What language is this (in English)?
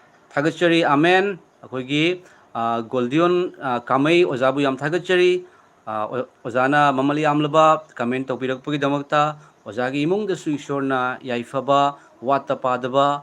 Manipuri